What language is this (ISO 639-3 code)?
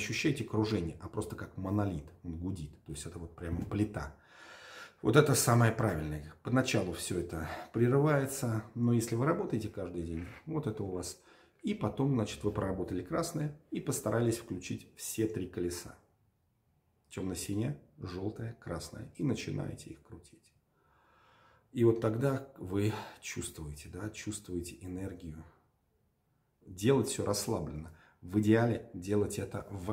rus